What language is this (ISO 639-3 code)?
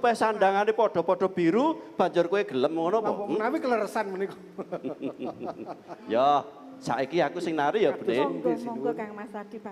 jav